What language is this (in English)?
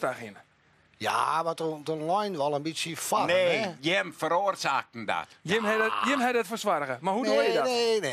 Western Frisian